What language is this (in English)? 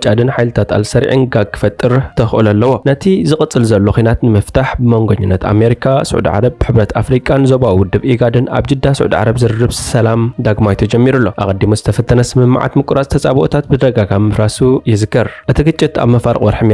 Tigrinya